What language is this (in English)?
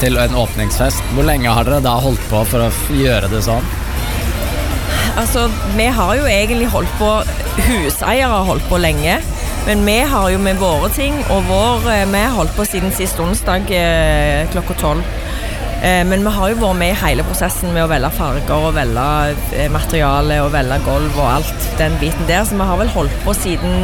Norwegian